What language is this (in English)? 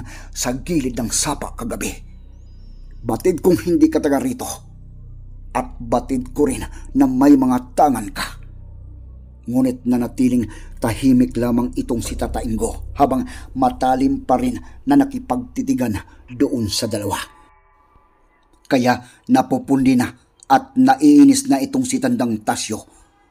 Filipino